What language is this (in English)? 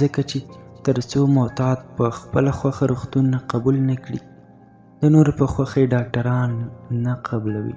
Pashto